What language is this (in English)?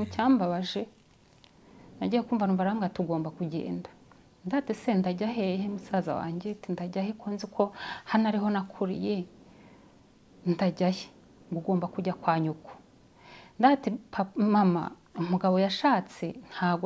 Kinyarwanda